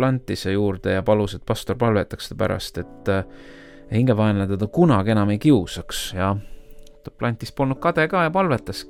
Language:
Estonian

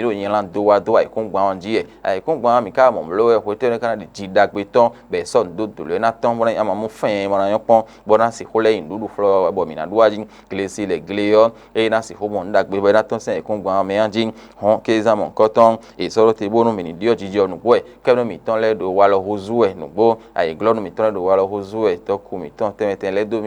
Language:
Fon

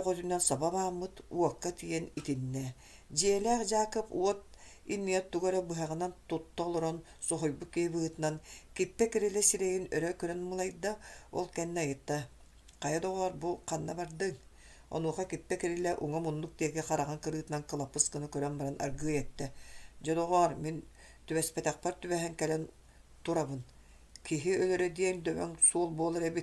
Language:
Yakut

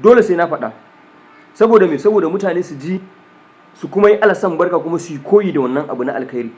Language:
Hausa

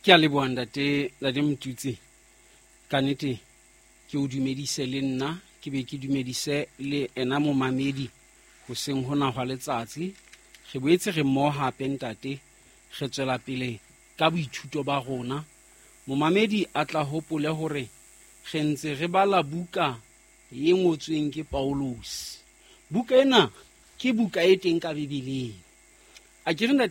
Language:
Southern Sotho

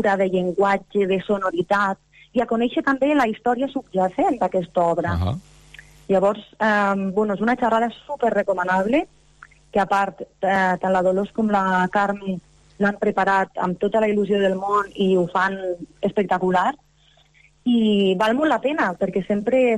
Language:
Catalan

